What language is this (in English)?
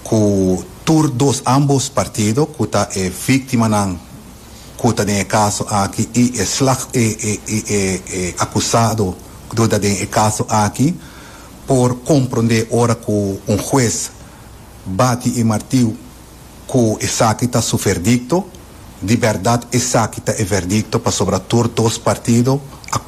Papiamento